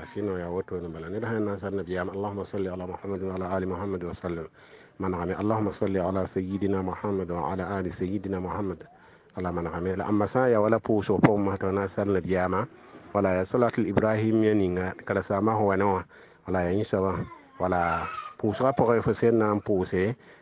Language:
Mossi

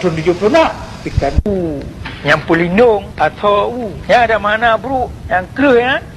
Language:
Achinese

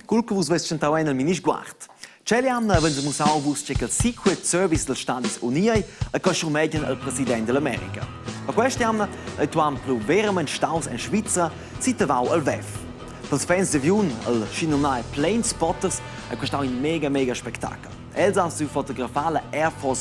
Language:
Romansh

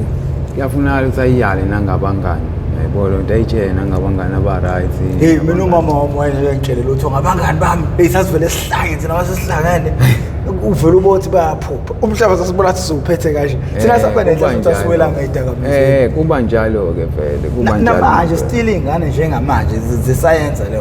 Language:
Zulu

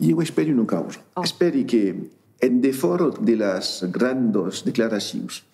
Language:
Occitan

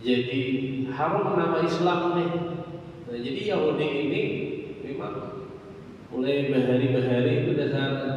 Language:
Banjar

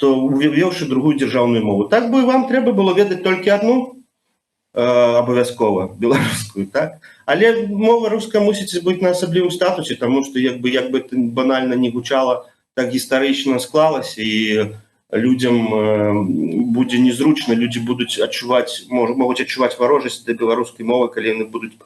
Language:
Belarusian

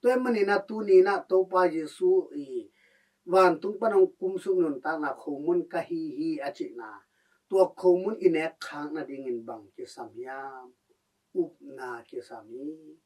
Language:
Tedim Chin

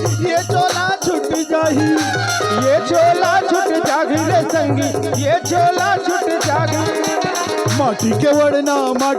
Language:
Chhattisgarhi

